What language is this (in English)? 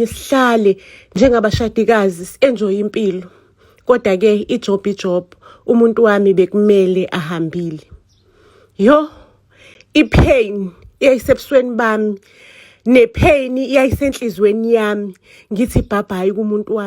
Zulu